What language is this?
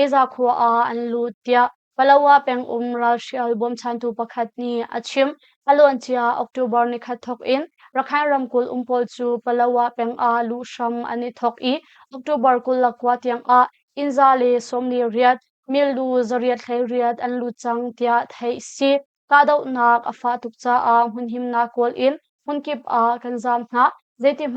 Hakha Chin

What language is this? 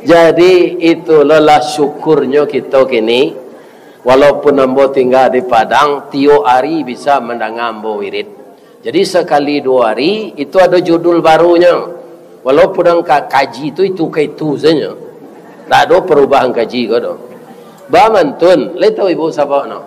Minangkabau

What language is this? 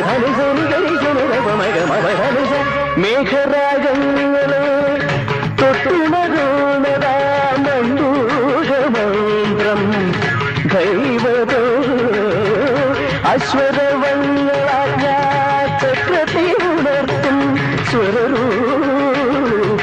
Malayalam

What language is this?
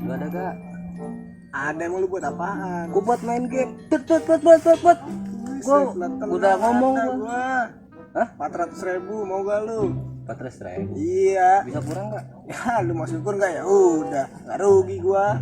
Betawi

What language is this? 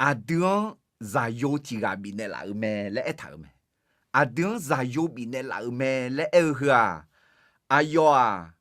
Akha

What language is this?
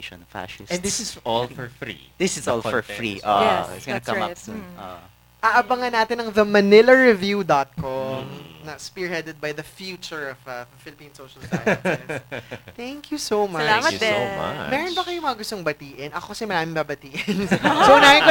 Filipino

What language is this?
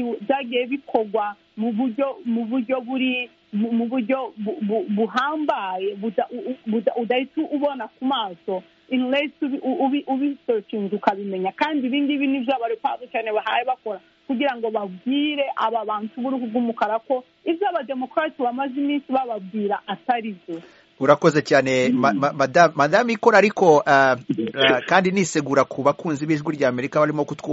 Kinyarwanda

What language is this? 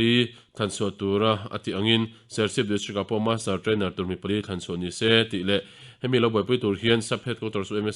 Mizo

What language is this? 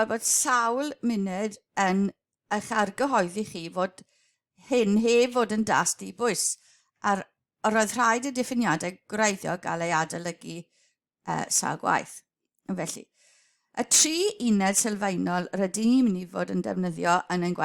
Welsh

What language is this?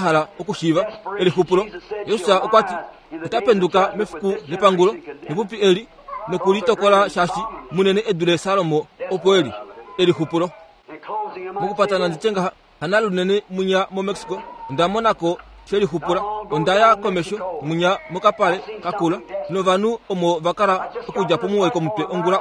Kuanyama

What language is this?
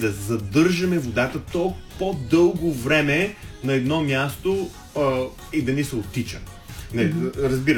Bulgarian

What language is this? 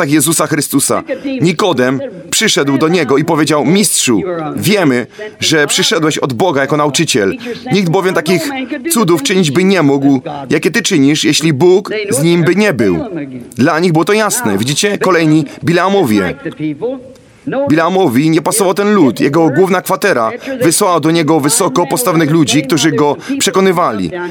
Polish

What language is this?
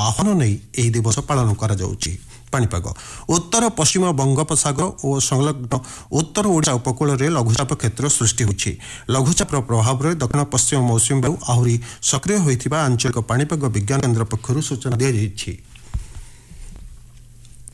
Odia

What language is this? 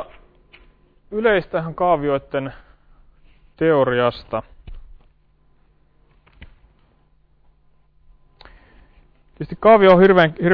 Finnish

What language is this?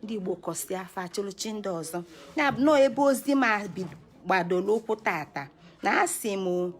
Igbo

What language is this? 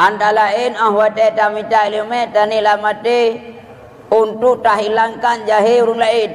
Achinese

